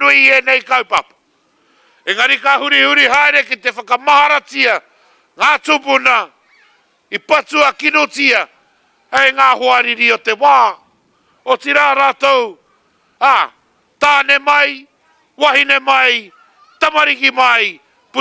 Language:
Māori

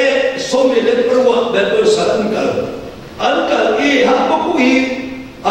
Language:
Hakha Chin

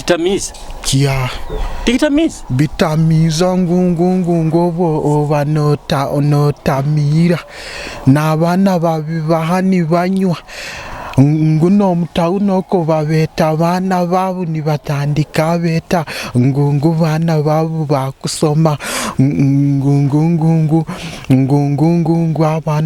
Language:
Nyoro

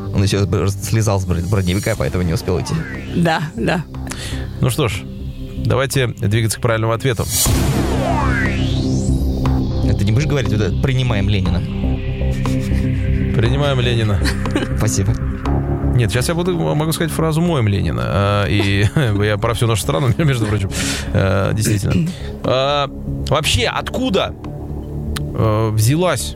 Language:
Russian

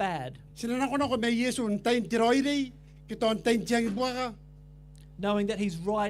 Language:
Gilbertese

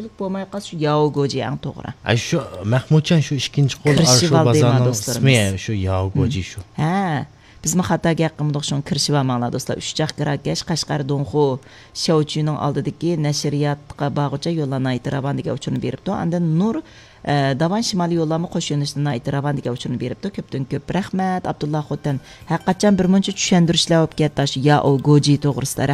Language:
Uyghur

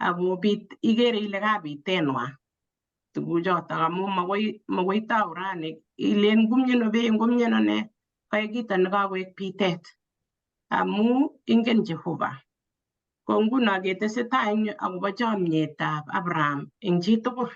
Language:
Kalenjin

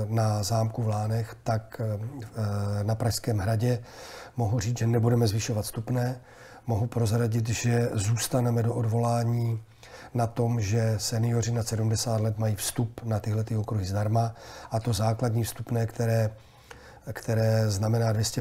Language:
Czech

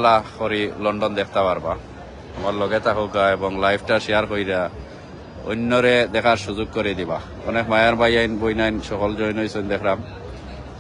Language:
Sylheti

